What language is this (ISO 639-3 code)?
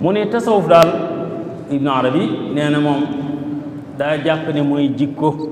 wol